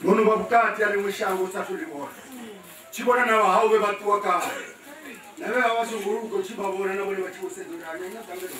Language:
Venda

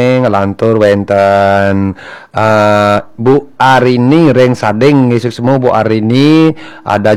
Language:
Balinese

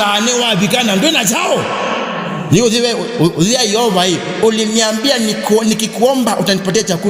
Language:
Kamba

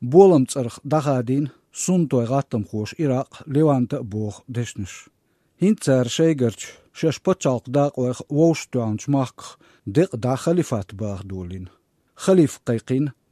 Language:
Chechen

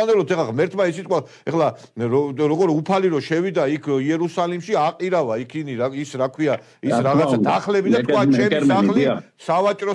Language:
Georgian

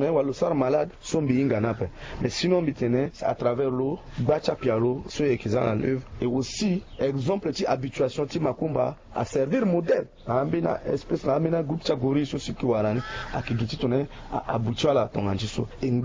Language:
Sango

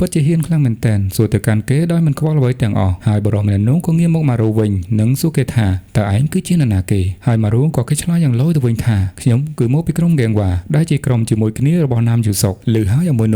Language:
Khmer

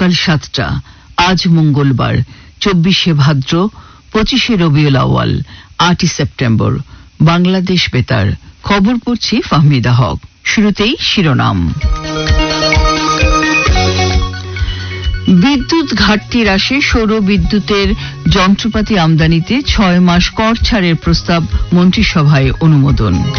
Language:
Bangla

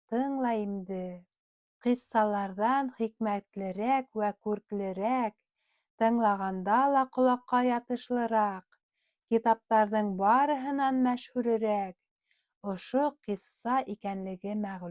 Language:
Bashkir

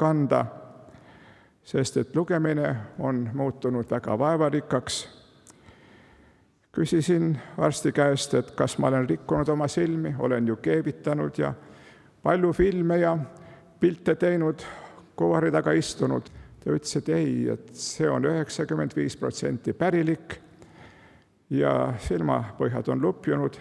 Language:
Estonian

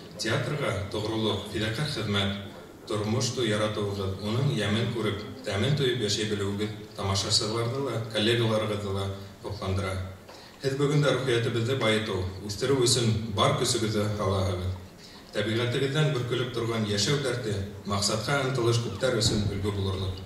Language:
Bashkir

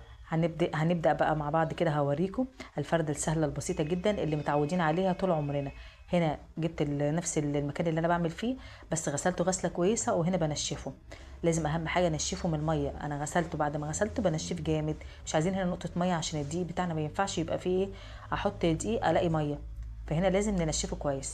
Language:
Egyptian Arabic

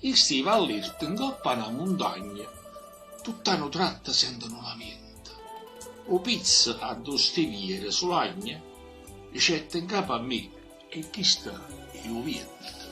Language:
Neapolitan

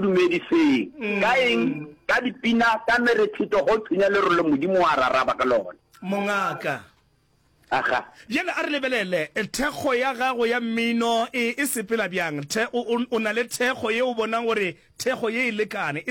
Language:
Northern Sotho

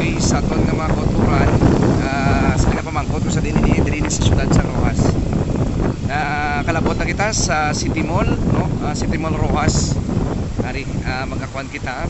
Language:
Hiligaynon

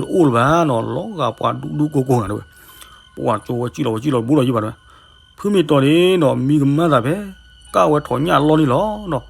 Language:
S'gaw Karen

